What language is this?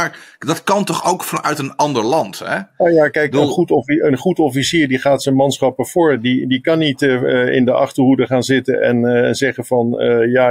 Dutch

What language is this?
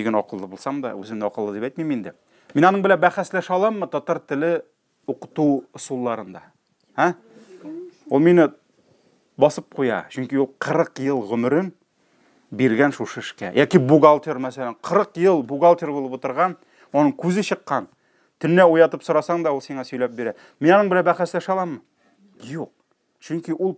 Tatar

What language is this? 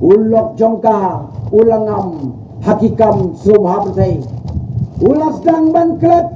Khasi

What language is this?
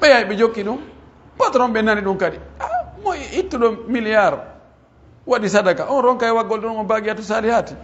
Pular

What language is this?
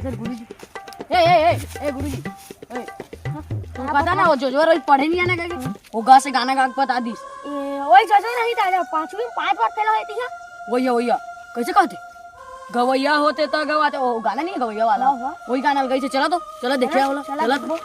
Chhattisgarhi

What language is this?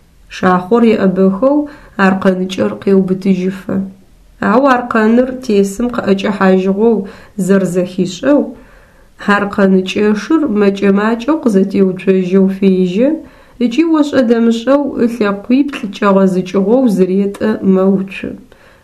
Adyghe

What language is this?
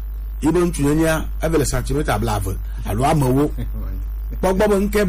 Gen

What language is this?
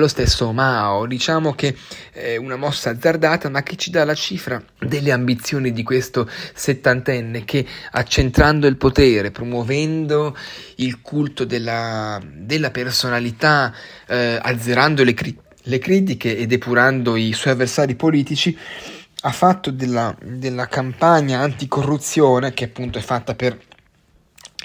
Italian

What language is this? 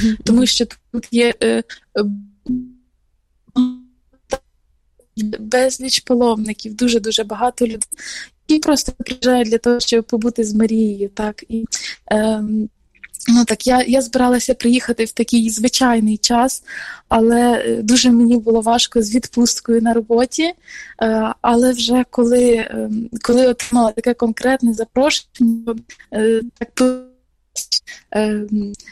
Ukrainian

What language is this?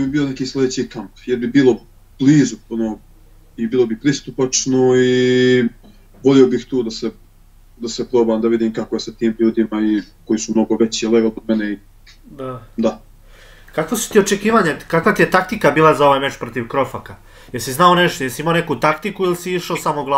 Serbian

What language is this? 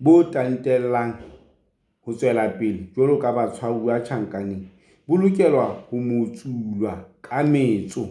Southern Sotho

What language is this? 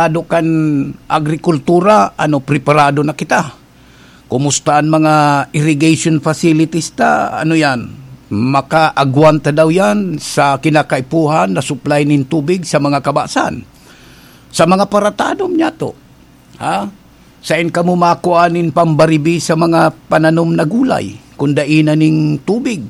Bikol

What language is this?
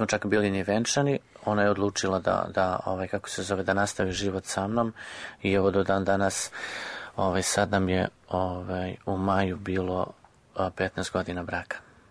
Serbian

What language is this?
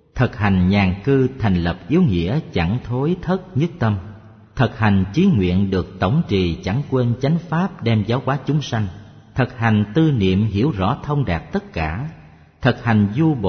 Vietnamese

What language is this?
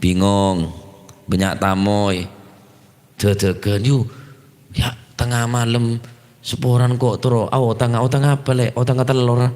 Madurese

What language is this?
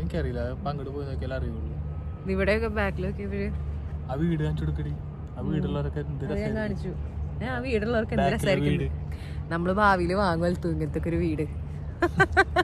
Malayalam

